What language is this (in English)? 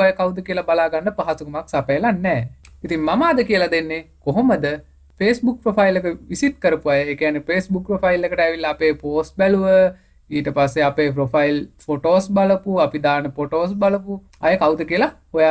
Sinhala